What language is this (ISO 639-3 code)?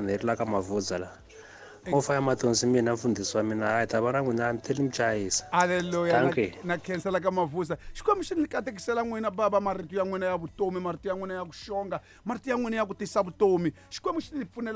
tso